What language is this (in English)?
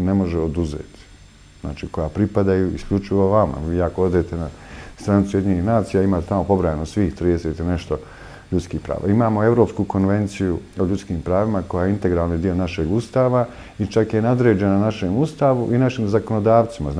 Bosnian